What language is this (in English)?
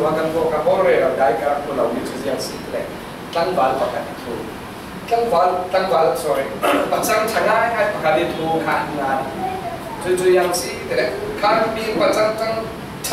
Falam Chin